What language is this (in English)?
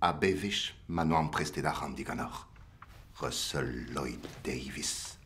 Breton